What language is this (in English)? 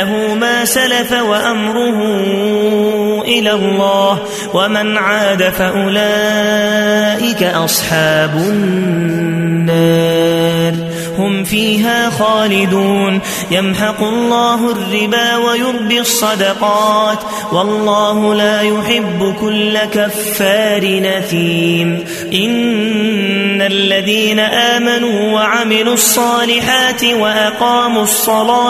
Arabic